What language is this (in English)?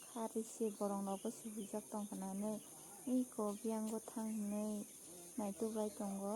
Kok Borok